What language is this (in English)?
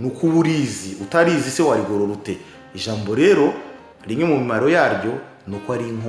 Kinyarwanda